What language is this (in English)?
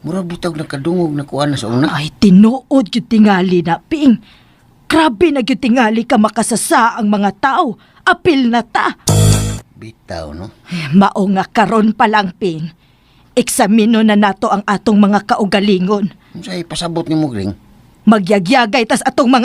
Cebuano